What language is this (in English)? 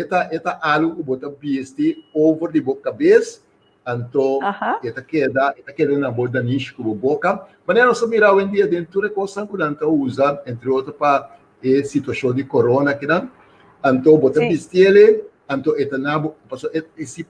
Papiamento